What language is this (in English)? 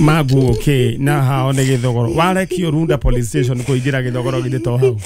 Kikuyu